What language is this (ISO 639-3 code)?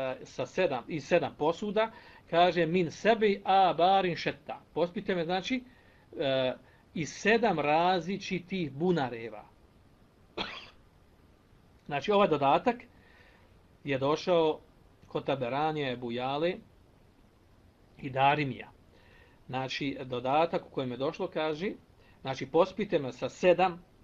bos